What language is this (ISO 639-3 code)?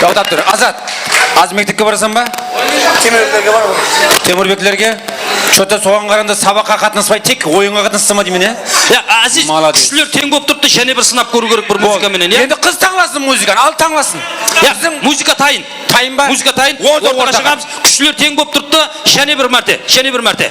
kaa